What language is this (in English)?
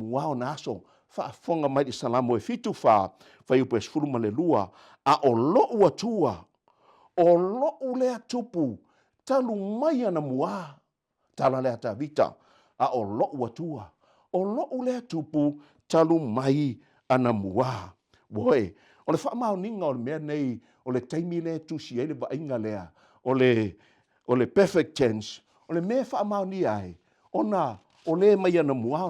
Samoan